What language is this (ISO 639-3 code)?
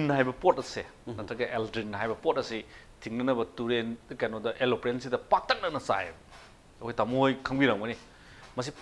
mni